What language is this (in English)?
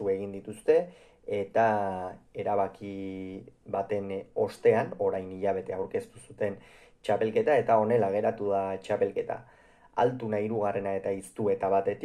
Basque